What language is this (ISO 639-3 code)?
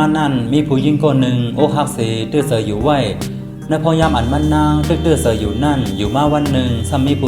shn